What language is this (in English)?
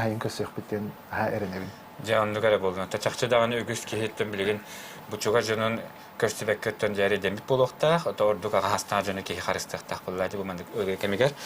Yakut